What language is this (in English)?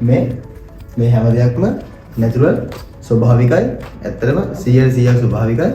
Sinhala